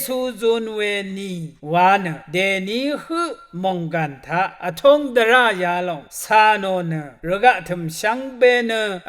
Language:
Rawang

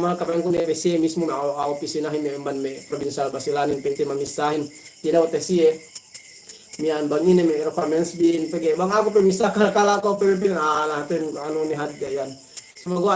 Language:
Yakan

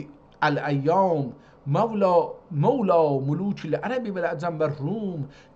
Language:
South Azerbaijani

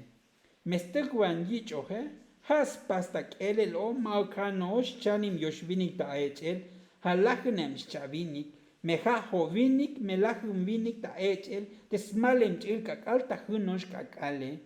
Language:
Tzotzil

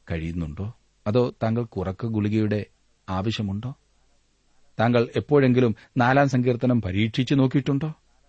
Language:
Malayalam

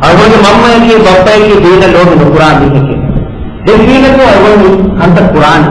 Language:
Divehi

